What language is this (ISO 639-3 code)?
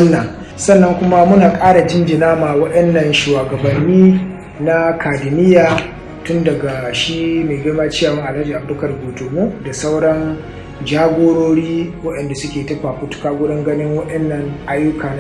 hau